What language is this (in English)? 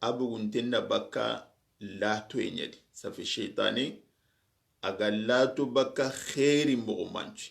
Soninke